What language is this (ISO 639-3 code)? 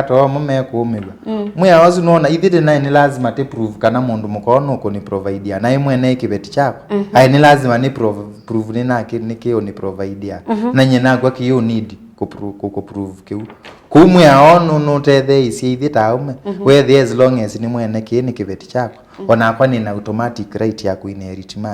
kam